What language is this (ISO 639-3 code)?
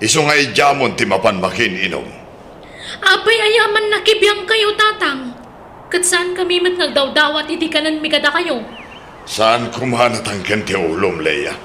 ilo